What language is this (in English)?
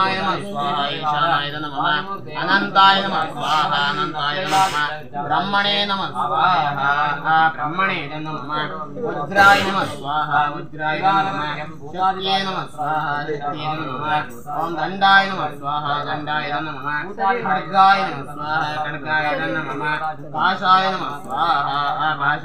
Sanskrit